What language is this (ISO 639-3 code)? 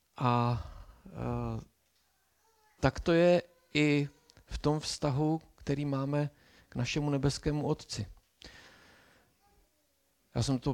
ces